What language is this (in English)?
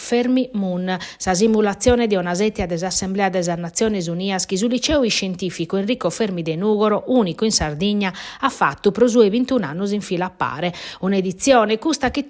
Sardinian